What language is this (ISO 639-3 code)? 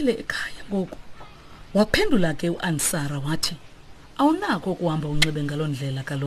xho